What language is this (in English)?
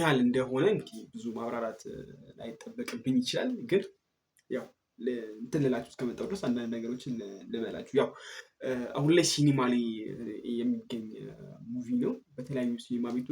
Amharic